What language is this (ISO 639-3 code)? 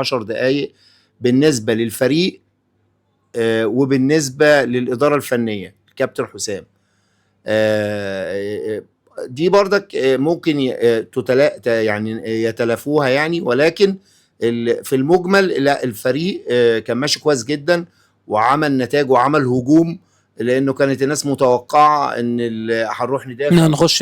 arz